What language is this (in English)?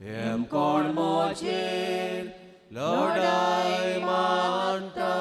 Konkani